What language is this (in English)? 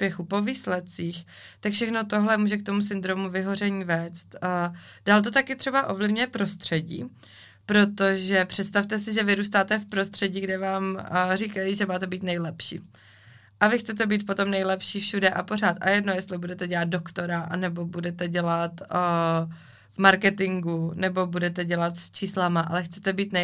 Czech